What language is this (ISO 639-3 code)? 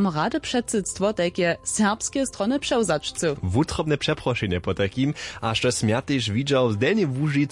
hsb